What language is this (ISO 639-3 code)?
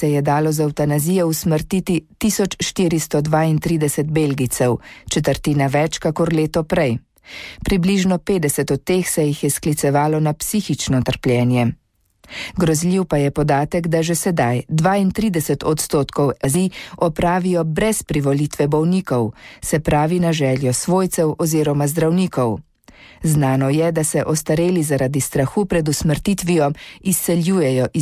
slv